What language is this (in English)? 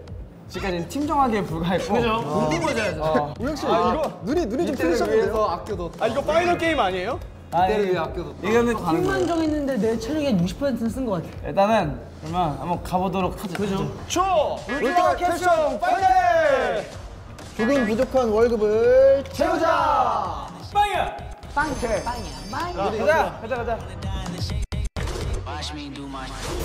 Korean